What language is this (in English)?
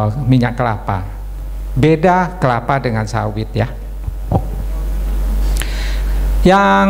Indonesian